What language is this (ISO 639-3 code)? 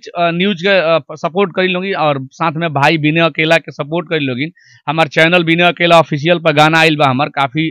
bho